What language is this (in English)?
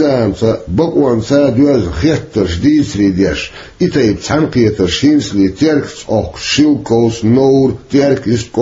Chechen